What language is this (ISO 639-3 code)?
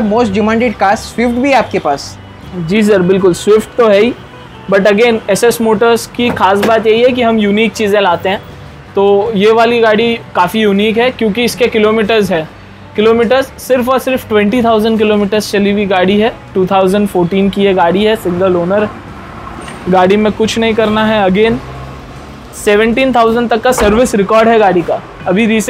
hin